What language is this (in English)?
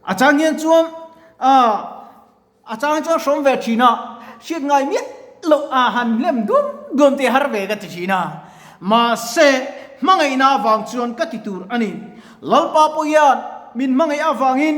Mizo